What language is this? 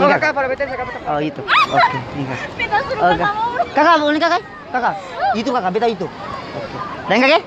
Ambonese Malay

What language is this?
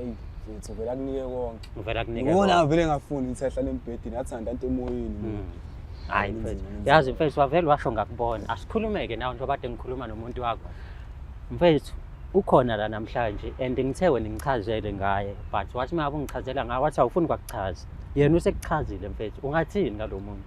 Zulu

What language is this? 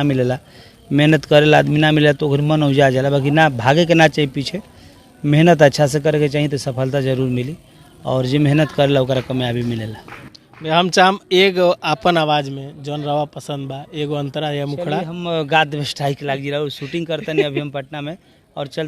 Bhojpuri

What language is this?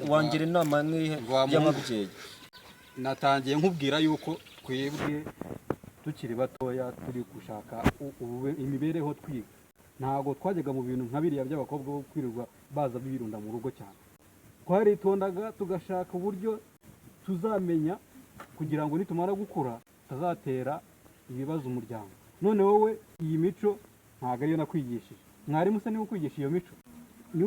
Kinyarwanda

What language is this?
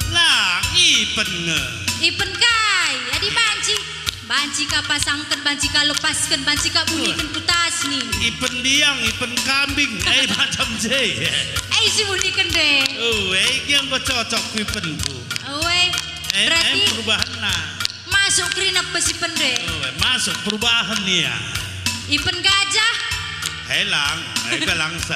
Batak Karo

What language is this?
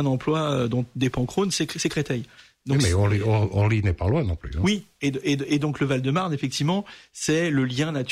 French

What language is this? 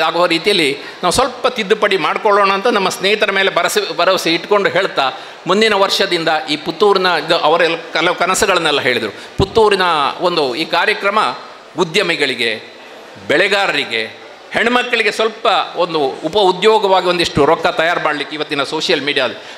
Kannada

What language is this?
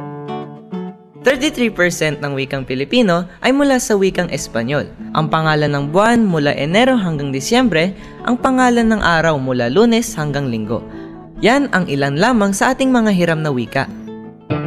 Filipino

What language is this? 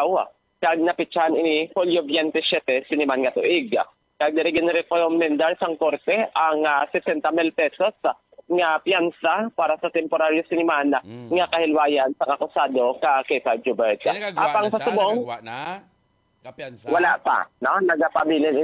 Hiligaynon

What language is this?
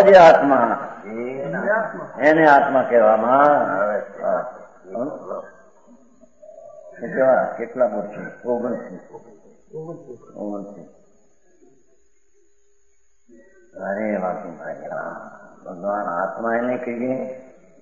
Gujarati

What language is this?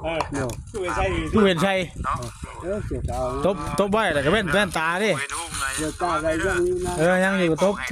Northeastern Thai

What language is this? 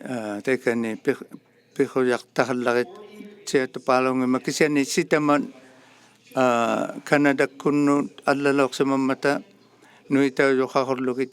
Inuktitut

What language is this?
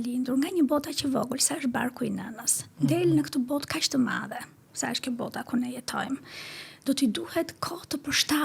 Albanian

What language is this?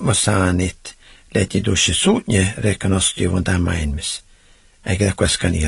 Finnish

